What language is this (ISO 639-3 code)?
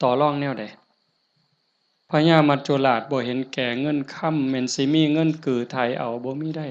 lao